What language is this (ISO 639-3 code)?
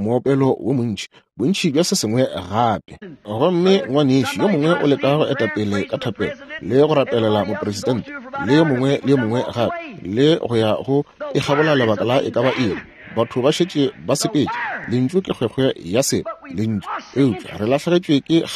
nso